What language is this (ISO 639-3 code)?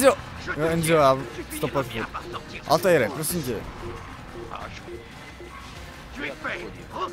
ces